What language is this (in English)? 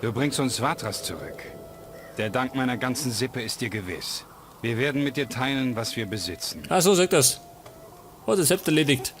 Bavarian